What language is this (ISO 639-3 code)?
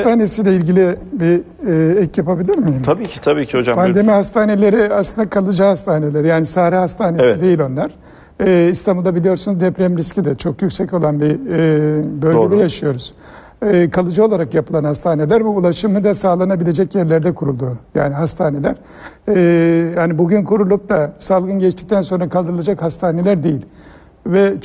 tur